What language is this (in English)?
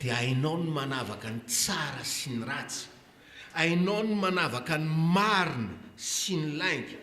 Malagasy